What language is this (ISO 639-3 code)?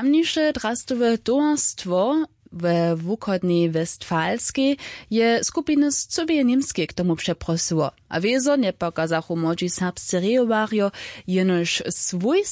hsb